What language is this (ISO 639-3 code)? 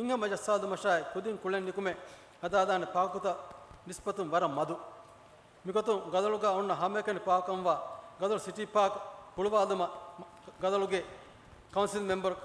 div